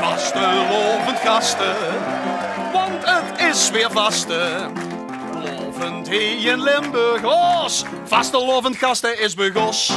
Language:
Limburgish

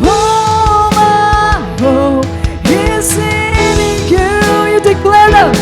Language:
Waray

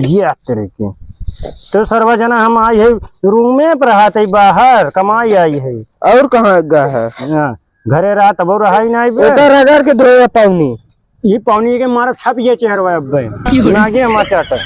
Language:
Awadhi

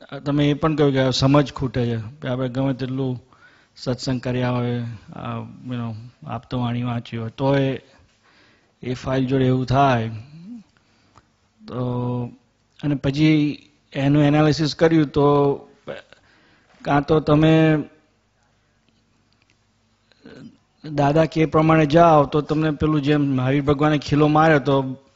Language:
Gujarati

